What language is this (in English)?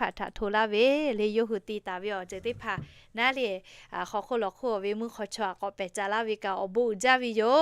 Lahu